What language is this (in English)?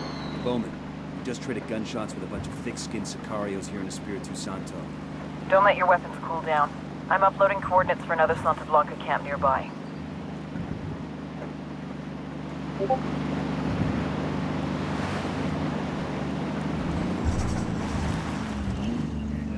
English